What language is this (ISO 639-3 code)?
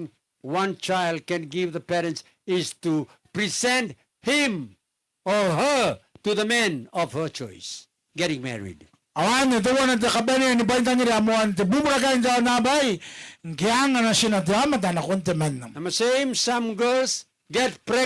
gil